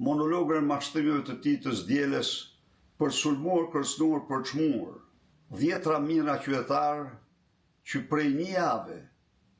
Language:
Albanian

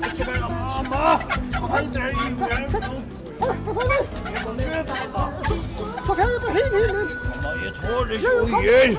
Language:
Faroese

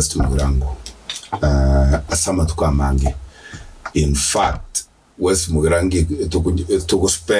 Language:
Gusii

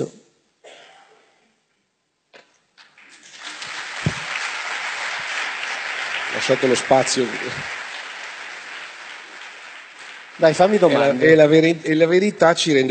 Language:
Italian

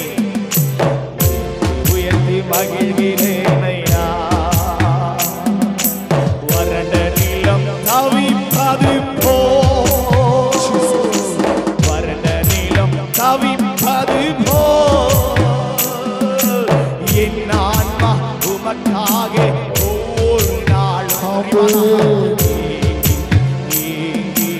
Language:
Tamil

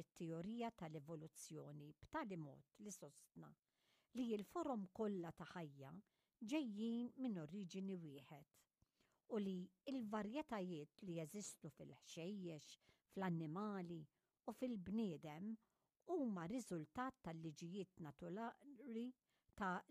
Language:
Maltese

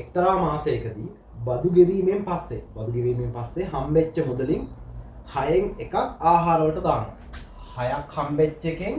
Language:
Sinhala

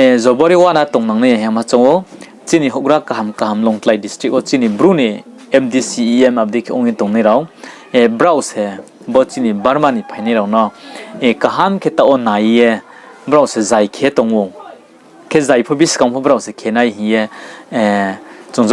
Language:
Riang (India)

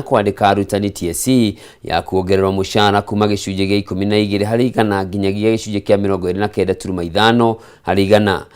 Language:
Kikuyu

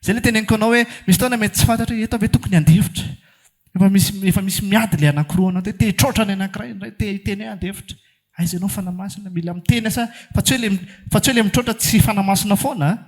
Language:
Malagasy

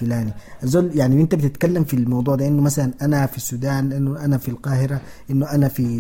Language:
Sudanese Arabic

